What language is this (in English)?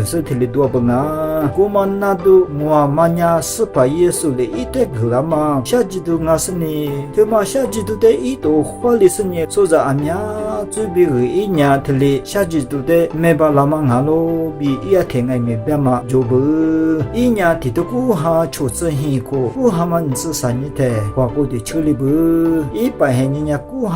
Lisu